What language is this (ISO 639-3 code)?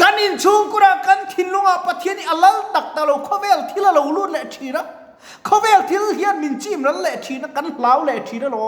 lus